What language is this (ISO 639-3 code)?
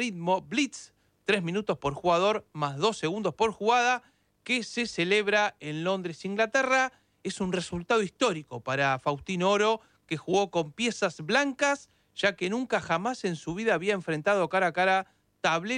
spa